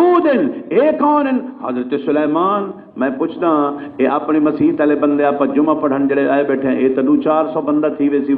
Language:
Saraiki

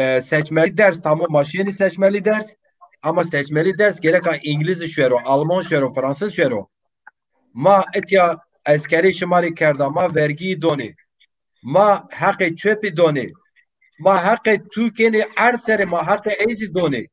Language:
Zaza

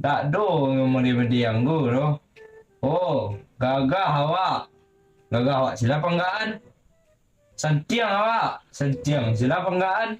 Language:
Minangkabau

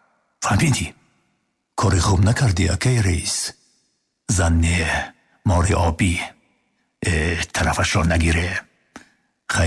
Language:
Tajik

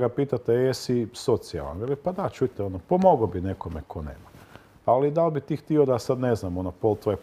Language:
Croatian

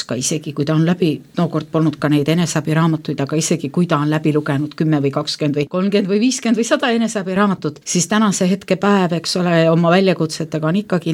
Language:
Estonian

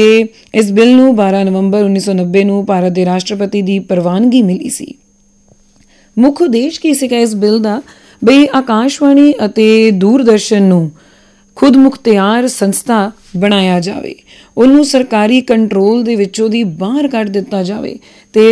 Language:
Punjabi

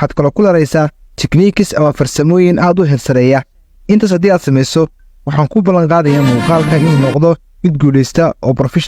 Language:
Somali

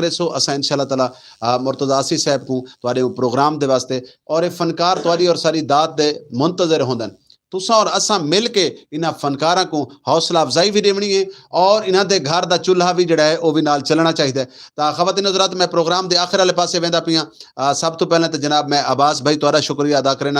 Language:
Saraiki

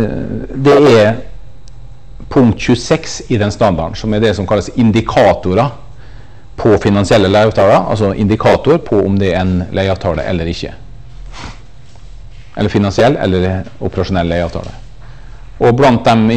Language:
Norwegian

